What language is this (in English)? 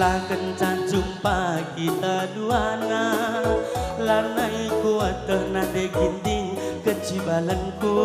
Batak Karo